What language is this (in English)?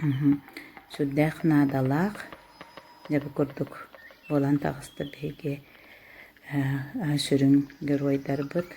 Yakut